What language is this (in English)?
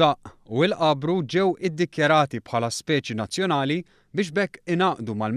Maltese